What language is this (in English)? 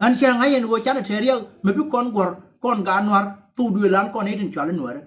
Nuer